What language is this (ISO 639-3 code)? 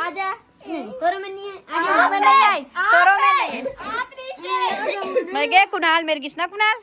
hne